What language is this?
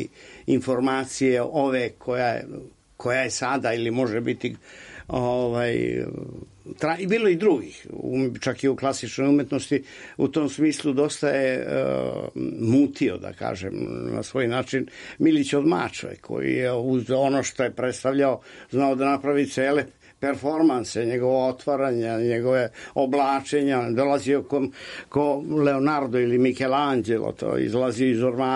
Serbian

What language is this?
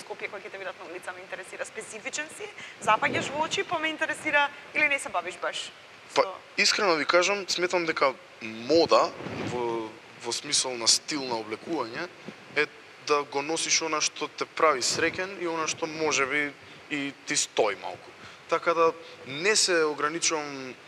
Macedonian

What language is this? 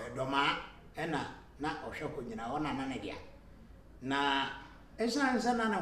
Akan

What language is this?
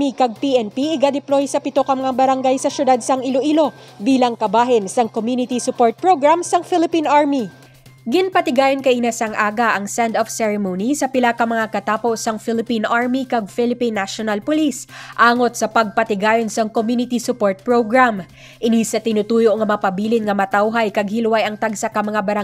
Hiligaynon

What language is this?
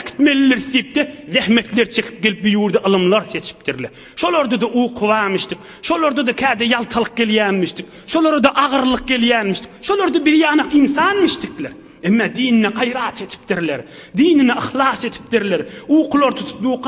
Turkmen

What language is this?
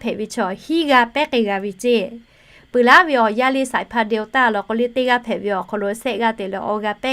Lahu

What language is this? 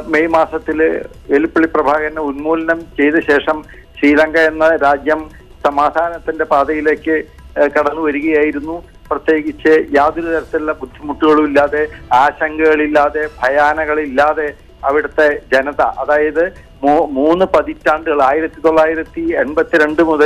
Malayalam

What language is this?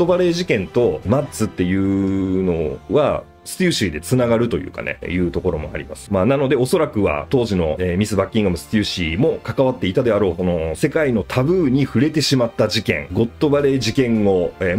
Japanese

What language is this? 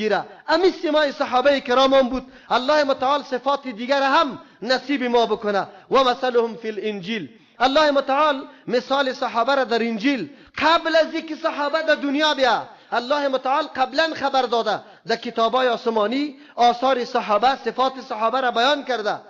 Persian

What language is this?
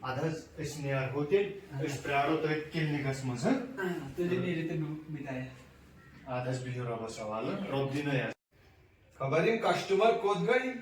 Kashmiri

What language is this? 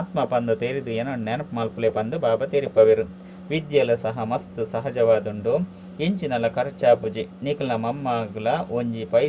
Tulu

